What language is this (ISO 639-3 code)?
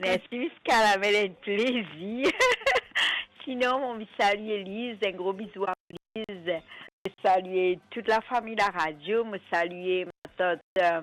mfe